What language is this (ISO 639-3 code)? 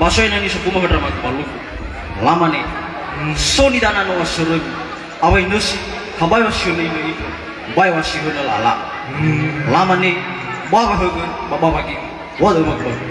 nia